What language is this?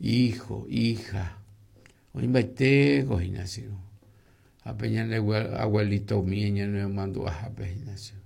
Guarani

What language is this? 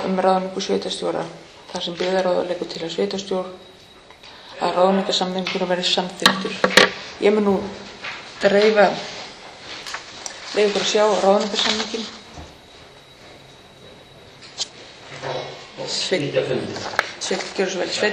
Icelandic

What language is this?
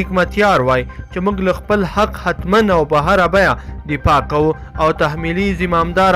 Pashto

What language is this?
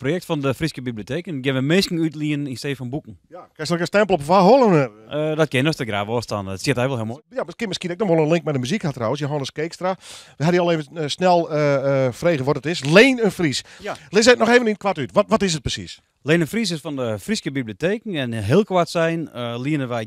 Western Frisian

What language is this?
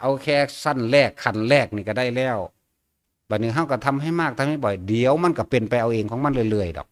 Northeastern Thai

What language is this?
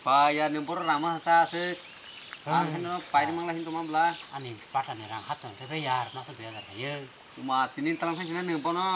Kok Borok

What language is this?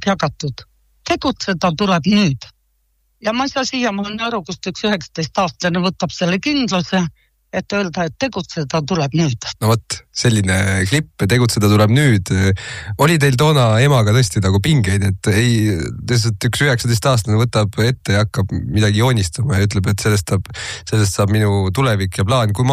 Estonian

